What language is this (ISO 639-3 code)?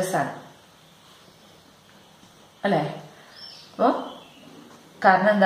mal